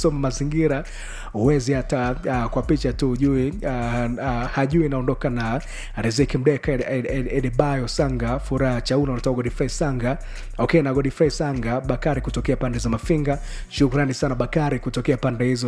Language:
Swahili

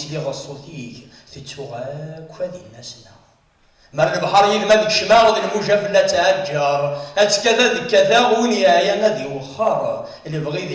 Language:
Kabyle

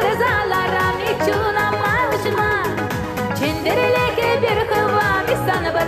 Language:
Chuvash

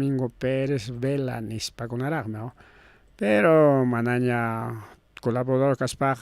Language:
Ayacucho Quechua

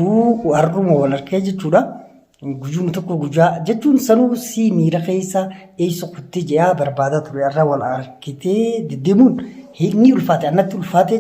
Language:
Oromo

